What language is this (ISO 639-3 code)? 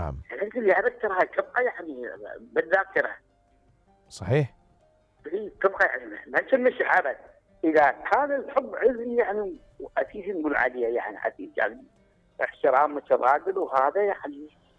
acm